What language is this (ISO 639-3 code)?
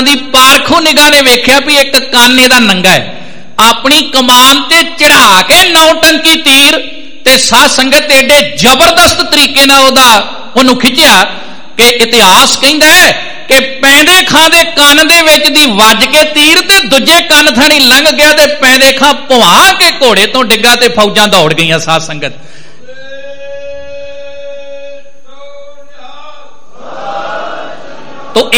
pan